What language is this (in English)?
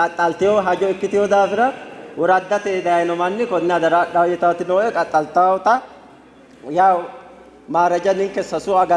Sidamo